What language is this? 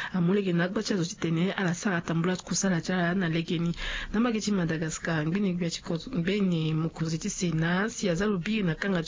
Sango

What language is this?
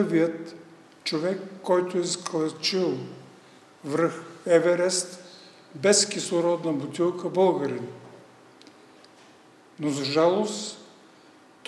Bulgarian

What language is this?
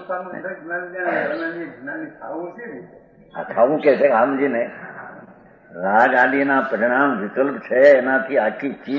Gujarati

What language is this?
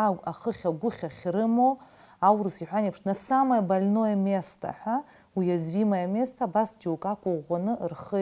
Abkhazian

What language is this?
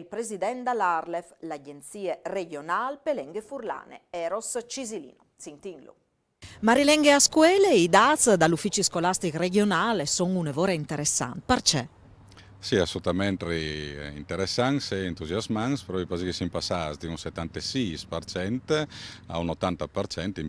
Friulian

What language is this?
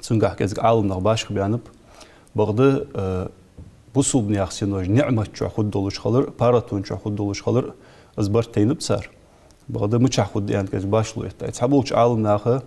Ingush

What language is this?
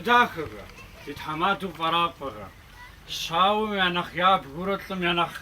Kabardian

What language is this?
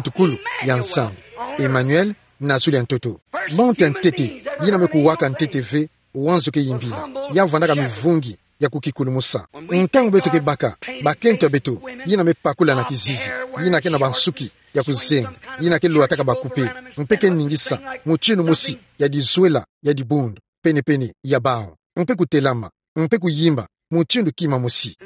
Kituba (Democratic Republic of Congo)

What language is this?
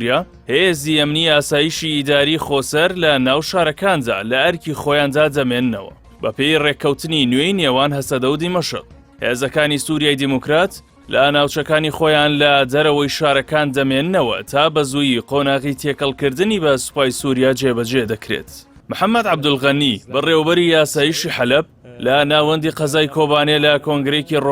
Central Kurdish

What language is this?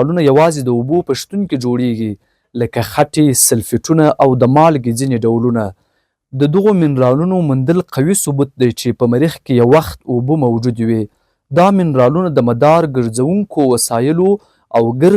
Pashto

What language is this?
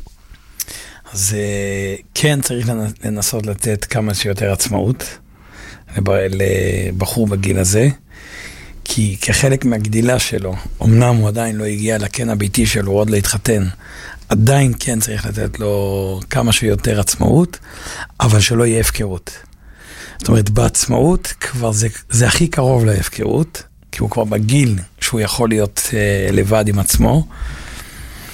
Hebrew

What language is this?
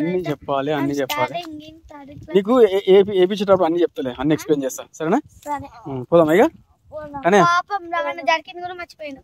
Telugu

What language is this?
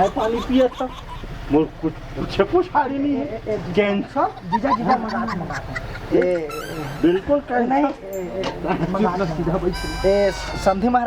Chhattisgarhi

